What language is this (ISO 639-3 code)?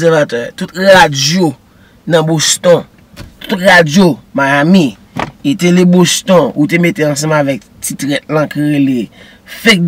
hat